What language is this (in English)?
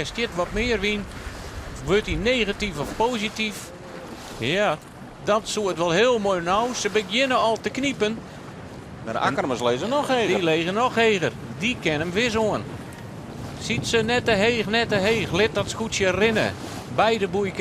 Western Frisian